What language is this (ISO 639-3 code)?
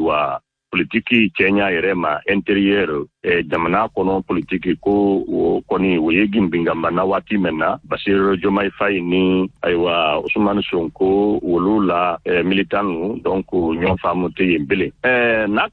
bam